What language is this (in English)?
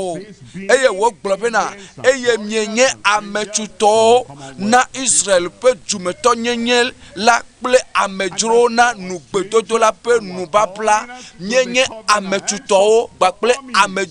Ewe